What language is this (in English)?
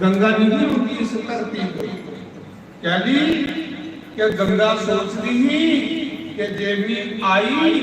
Dogri